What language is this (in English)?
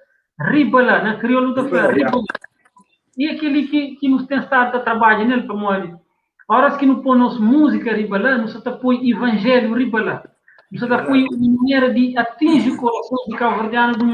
Kabuverdianu